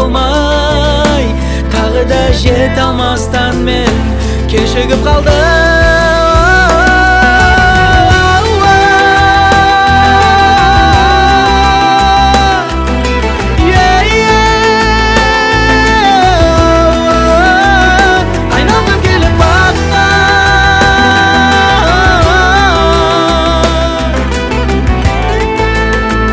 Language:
Kazakh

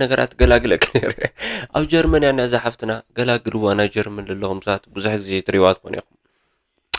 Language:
Tigrinya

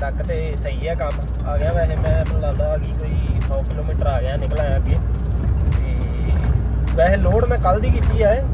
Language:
Punjabi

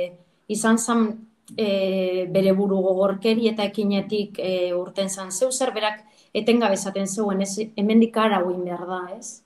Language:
Basque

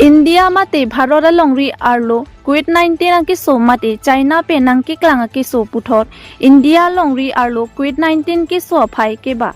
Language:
Karbi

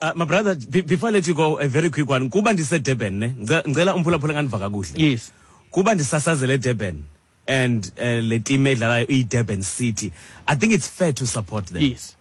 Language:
Xhosa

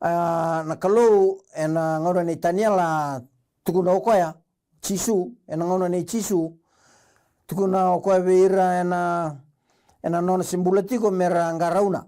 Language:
Fijian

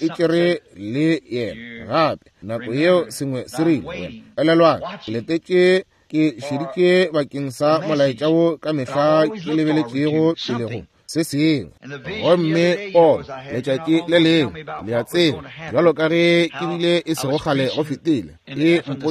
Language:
Northern Sotho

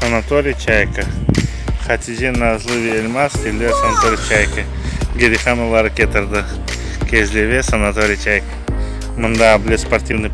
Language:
Crimean Tatar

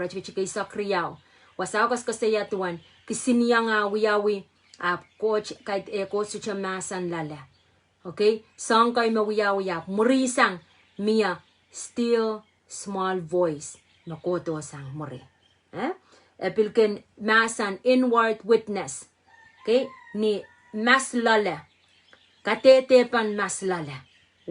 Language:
Pohnpeian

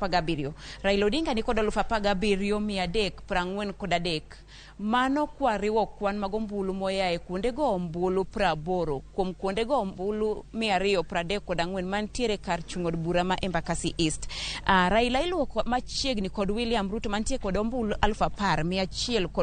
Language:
Luo (Kenya and Tanzania)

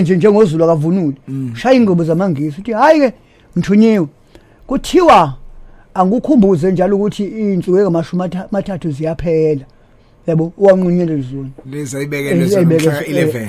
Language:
Zulu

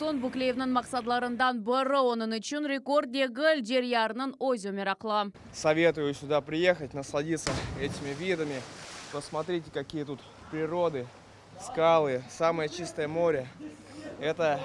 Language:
Crimean Tatar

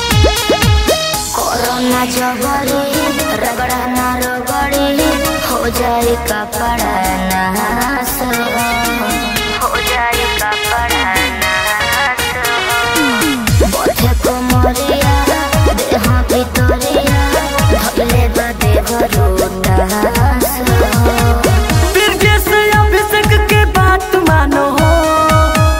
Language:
Bhojpuri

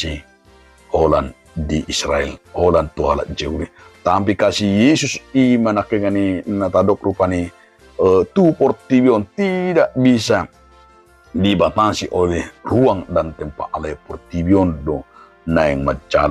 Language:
Batak Toba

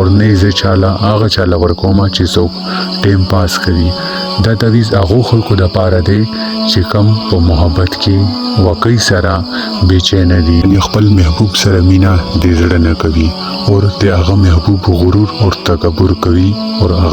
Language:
Pashto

